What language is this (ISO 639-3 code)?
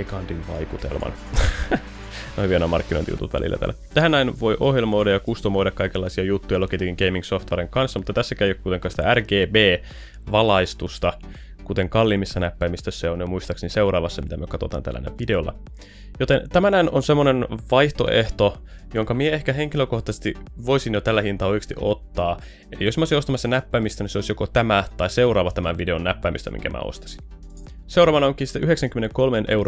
fin